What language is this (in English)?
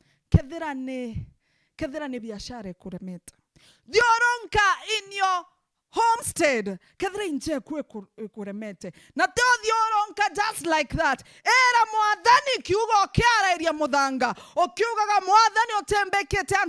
Meru